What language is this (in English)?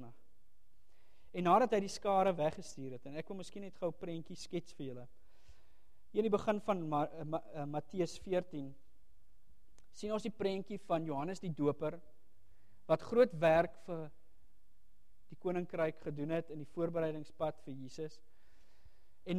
Afrikaans